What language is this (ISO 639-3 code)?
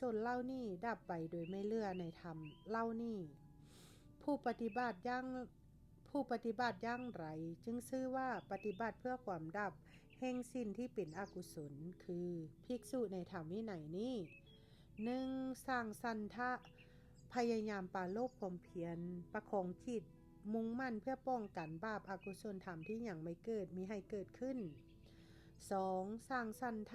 lao